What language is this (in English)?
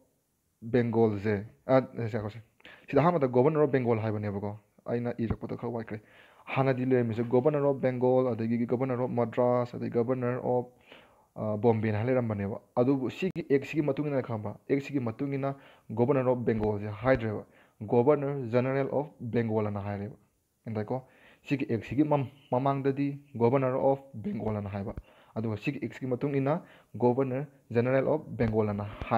Manipuri